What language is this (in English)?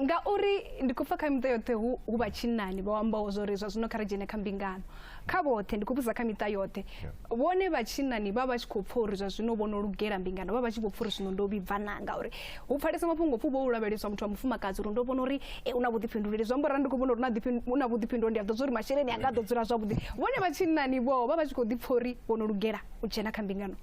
Venda